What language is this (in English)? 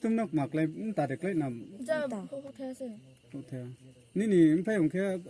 Kok Borok